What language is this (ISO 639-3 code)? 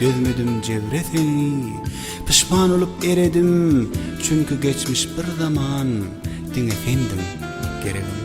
tuk